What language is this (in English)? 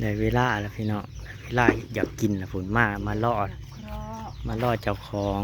Northeastern Thai